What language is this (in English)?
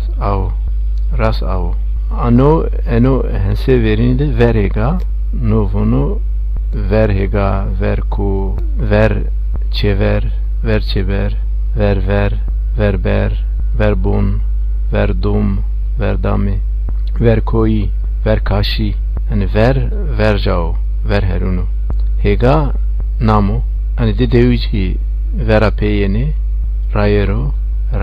Zaza